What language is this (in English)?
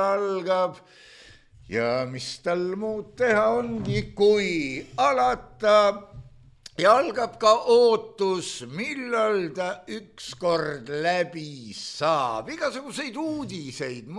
Estonian